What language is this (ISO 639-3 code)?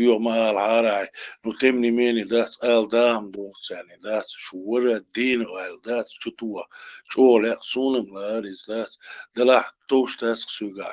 che